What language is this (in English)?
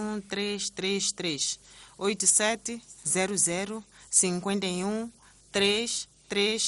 Tsonga